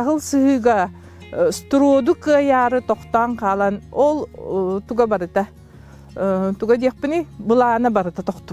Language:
Yakut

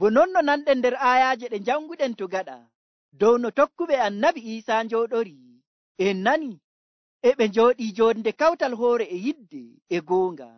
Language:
Nigerian Fulfulde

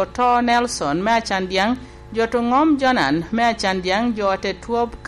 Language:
Lango (Uganda)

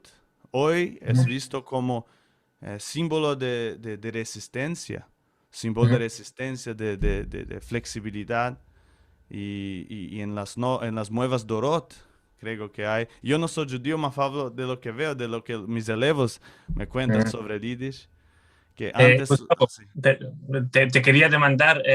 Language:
Ladino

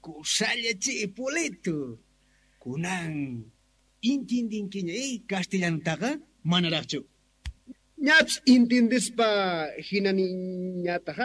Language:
Quechua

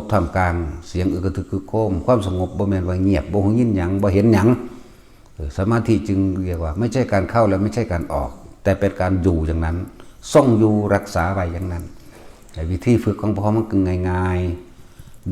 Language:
Northeastern Thai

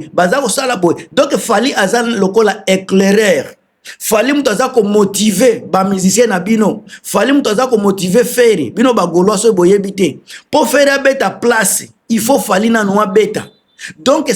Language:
Lingala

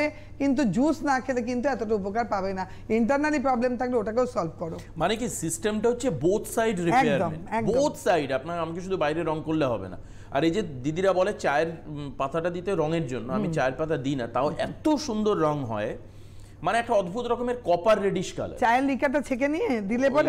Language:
Bangla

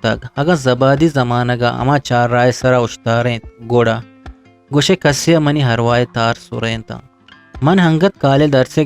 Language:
Eastern Balochi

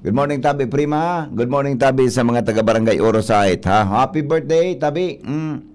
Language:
Bikol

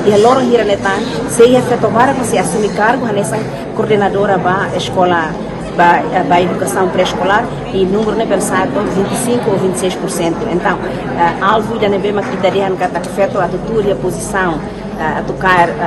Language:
Tetum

